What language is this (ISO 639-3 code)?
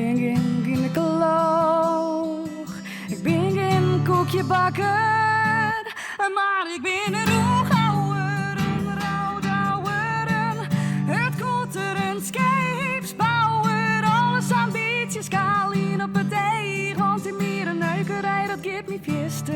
fry